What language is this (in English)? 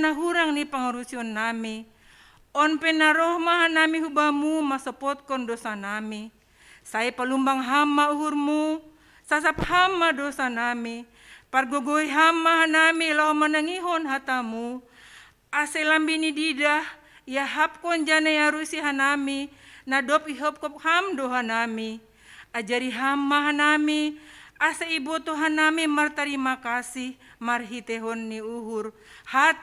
Batak Simalungun